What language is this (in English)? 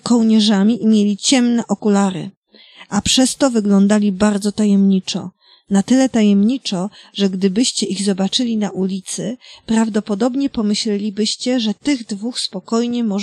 Polish